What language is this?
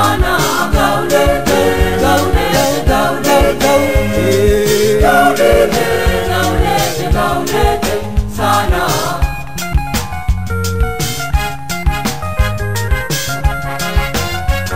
Swahili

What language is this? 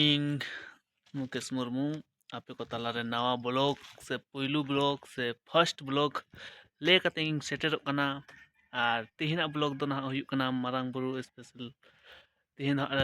Santali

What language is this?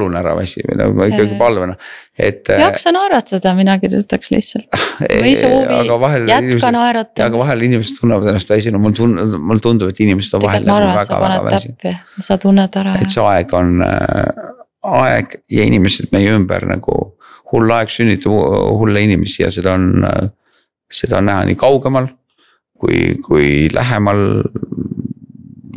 Estonian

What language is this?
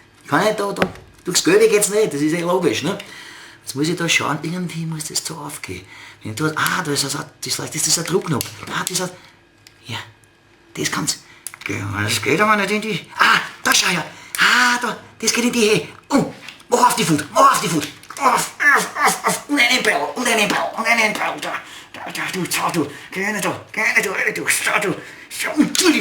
Bavarian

